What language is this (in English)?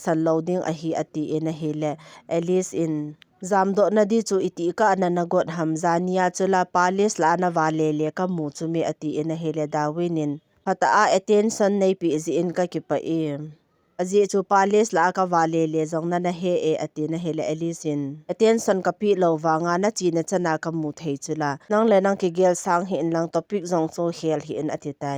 Thado Chin